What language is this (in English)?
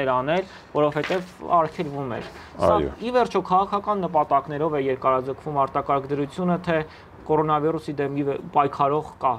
Armenian